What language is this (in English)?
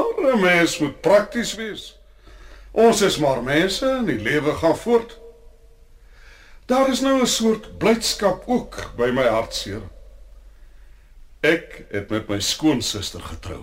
Afrikaans